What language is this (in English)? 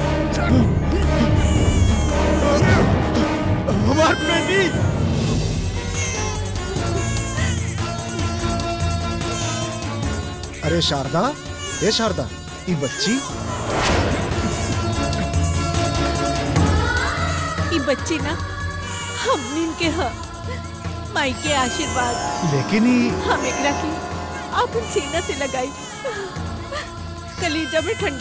Bhojpuri